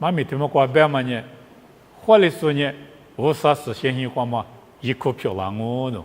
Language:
Lisu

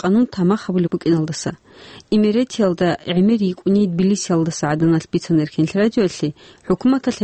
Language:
Avaric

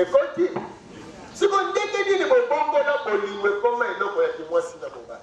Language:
Lingala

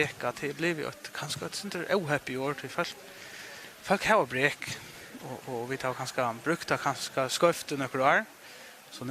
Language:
Faroese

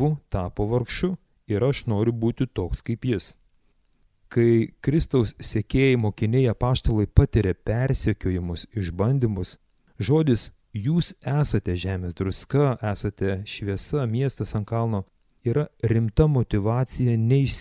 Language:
Lithuanian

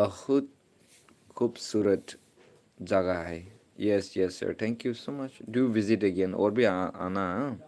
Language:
Naga Pidgin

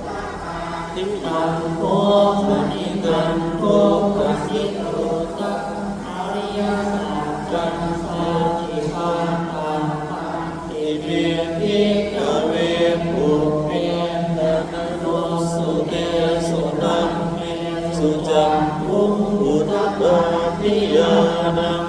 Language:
Pali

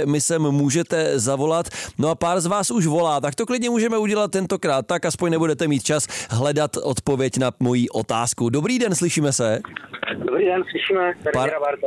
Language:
Czech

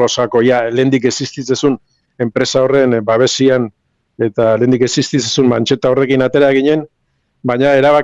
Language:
Basque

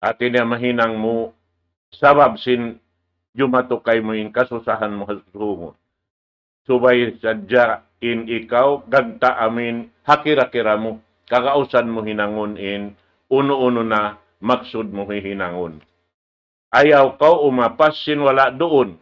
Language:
Tausug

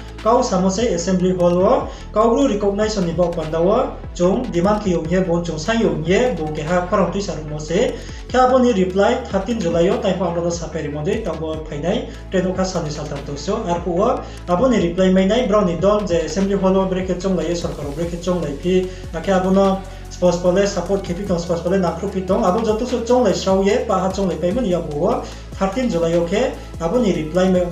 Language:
Riang (India)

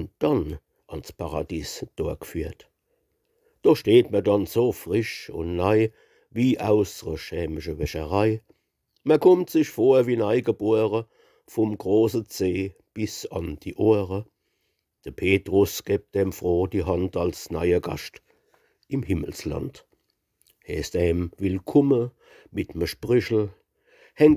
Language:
Palatine German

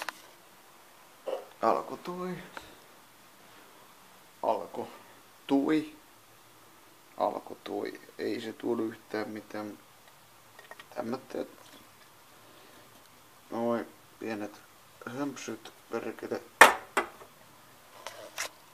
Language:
Finnish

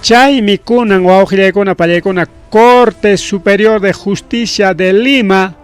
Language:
Ayacucho Quechua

